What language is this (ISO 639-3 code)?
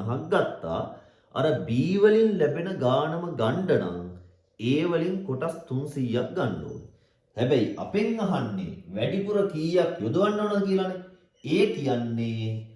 sin